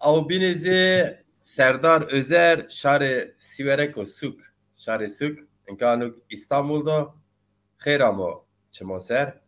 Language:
Zaza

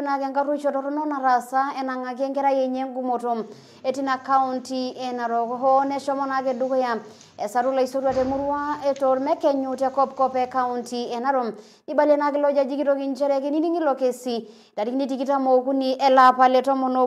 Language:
Masai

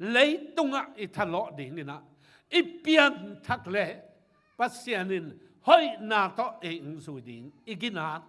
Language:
Tedim Chin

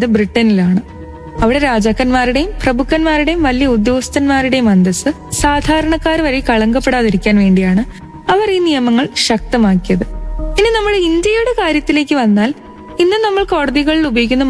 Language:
Malayalam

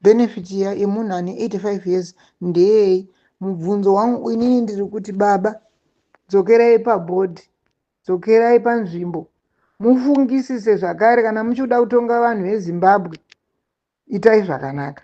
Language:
Shona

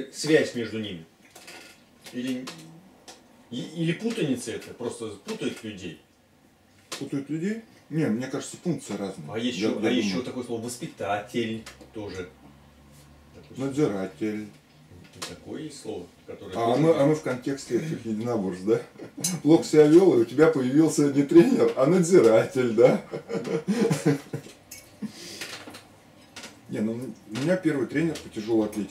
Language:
Russian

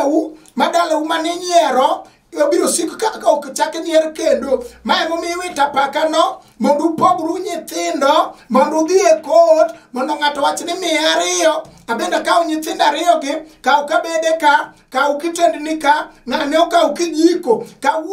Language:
Luo (Kenya and Tanzania)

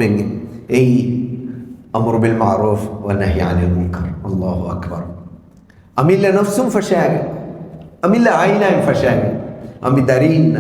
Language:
Divehi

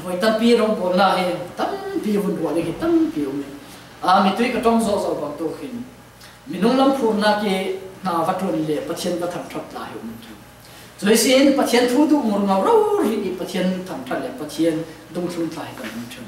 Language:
Falam Chin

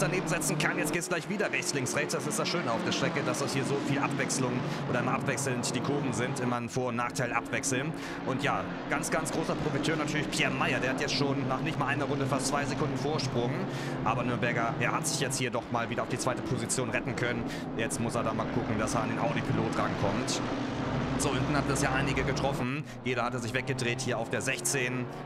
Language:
German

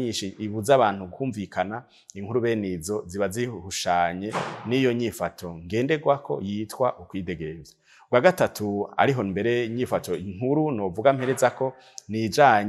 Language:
Rundi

